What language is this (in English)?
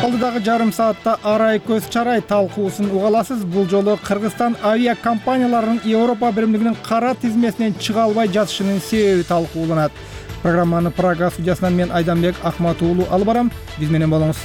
Kyrgyz